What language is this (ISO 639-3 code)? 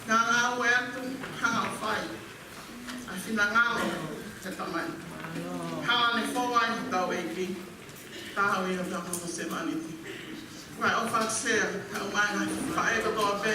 ton